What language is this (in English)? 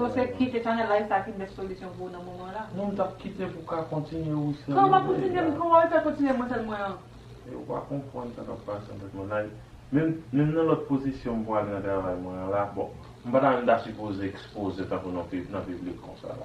Haitian Creole